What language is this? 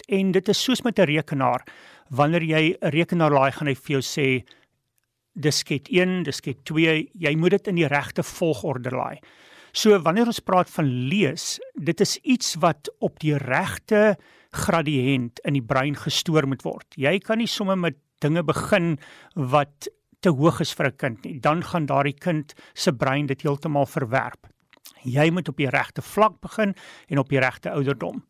Afrikaans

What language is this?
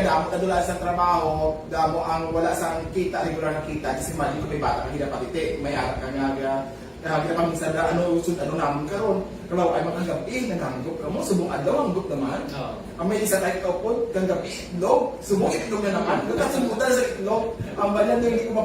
Hiligaynon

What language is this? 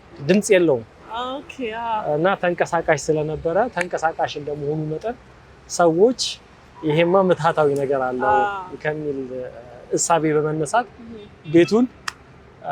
Amharic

